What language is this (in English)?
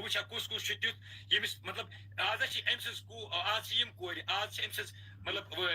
Kashmiri